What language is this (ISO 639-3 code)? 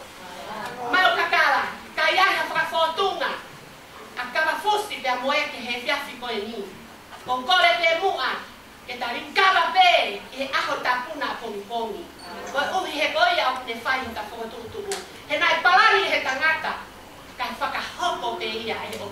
ton